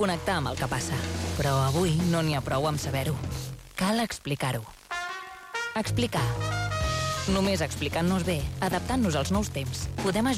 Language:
Catalan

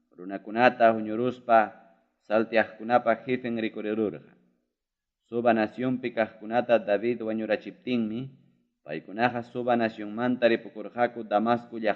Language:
Ayacucho Quechua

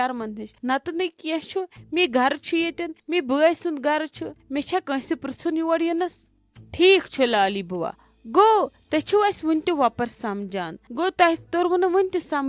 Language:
Kashmiri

